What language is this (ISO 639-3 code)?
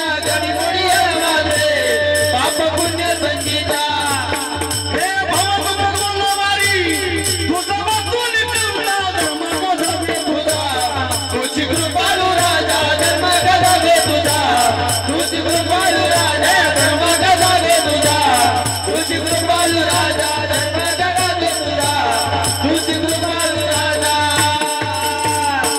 mar